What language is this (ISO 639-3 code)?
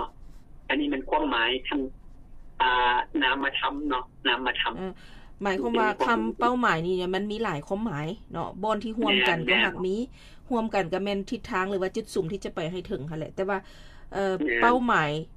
lao